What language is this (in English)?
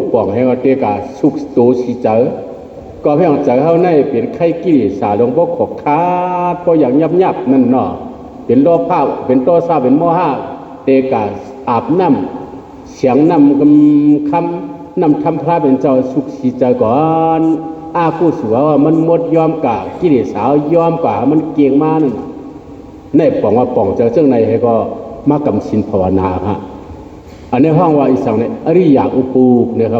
Shan